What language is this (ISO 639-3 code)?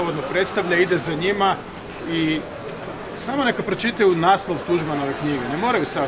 hrv